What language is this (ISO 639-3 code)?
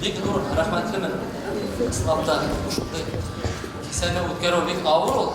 bak